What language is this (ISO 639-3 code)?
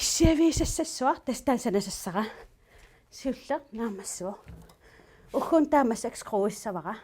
kal